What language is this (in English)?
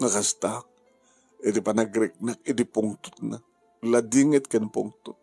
Iloko